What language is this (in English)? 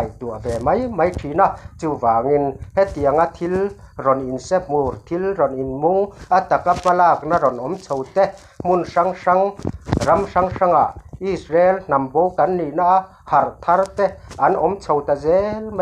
Mizo